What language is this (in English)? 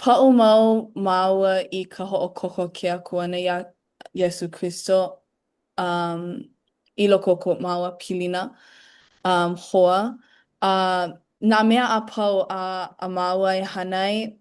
Hawaiian